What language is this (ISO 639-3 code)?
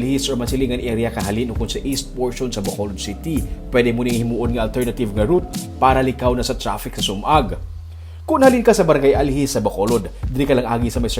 hil